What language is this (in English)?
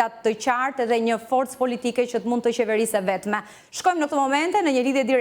Albanian